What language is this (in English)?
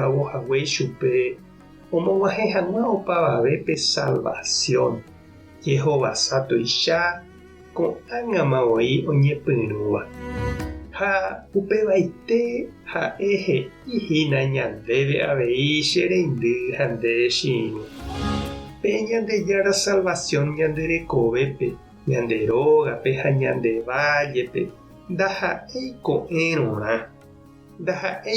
Guarani